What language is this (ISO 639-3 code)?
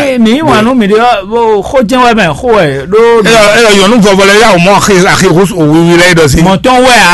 fon